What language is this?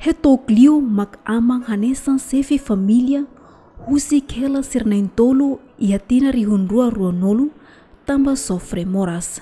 Tetum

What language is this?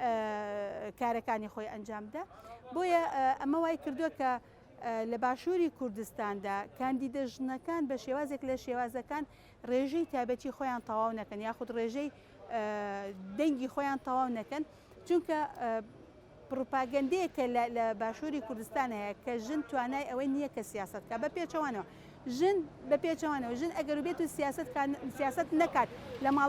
Central Kurdish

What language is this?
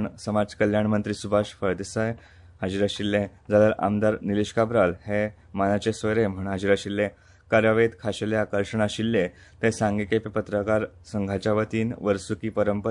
Konkani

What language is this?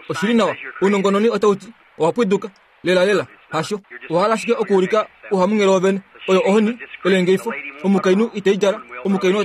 Kuanyama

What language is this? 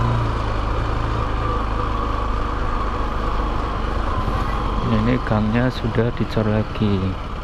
Indonesian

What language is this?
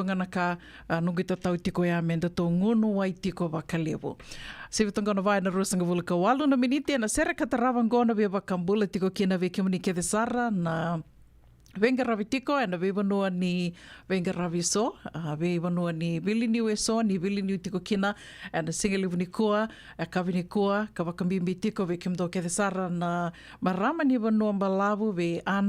Fijian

